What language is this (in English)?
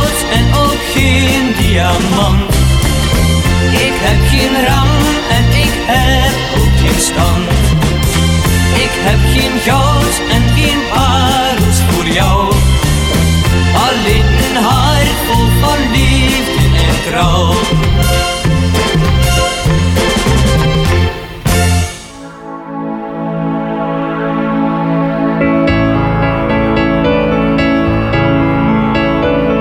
Dutch